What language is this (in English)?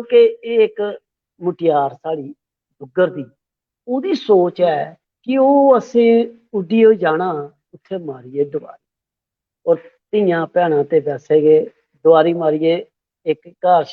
Dogri